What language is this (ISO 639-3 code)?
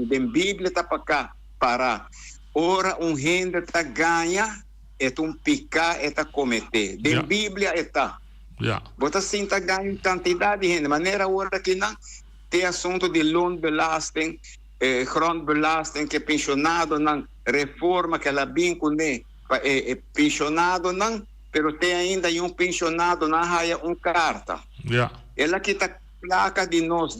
pap